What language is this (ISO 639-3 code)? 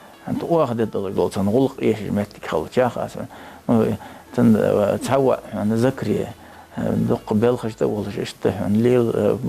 inh